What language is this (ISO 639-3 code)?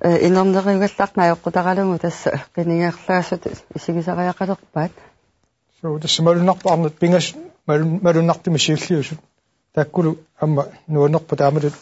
kal